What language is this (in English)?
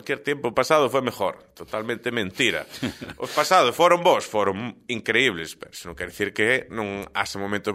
Galician